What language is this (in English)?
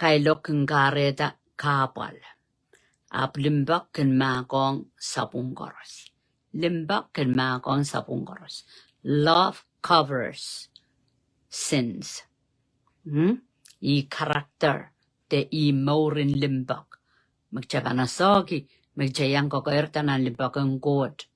Pohnpeian